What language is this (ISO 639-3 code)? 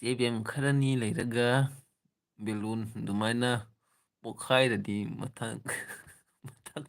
mni